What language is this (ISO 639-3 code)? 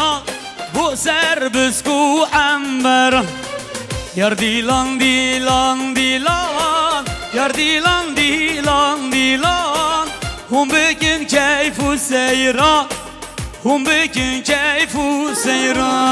kur